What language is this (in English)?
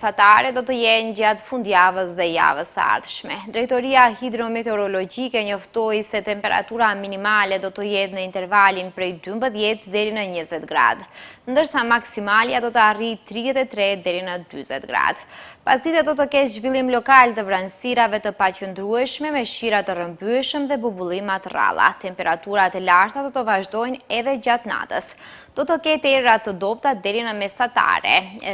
Albanian